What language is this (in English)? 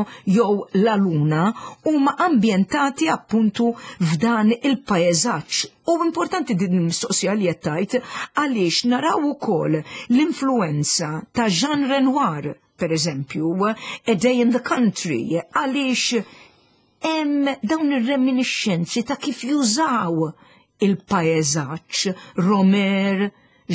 Maltese